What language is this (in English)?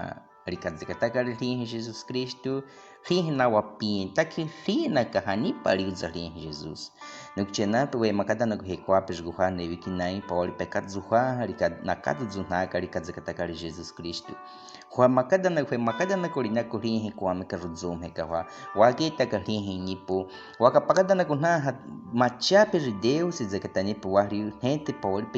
Baniwa